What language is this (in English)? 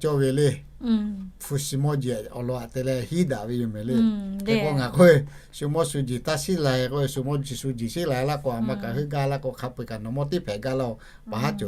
Lahu